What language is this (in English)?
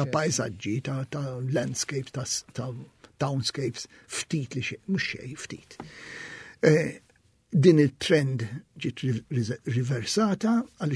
Maltese